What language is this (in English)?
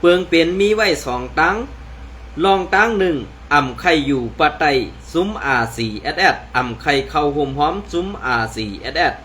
Shan